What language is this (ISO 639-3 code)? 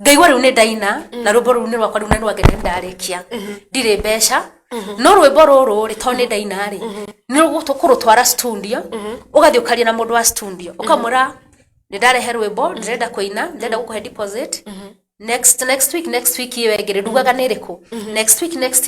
kik